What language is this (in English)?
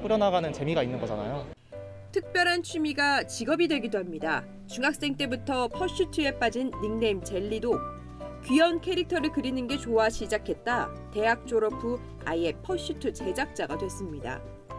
Korean